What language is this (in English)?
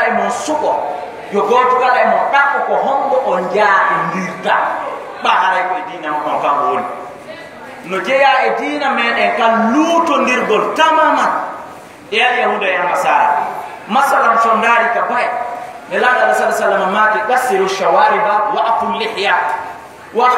Fula